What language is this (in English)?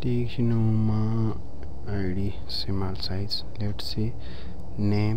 Baluchi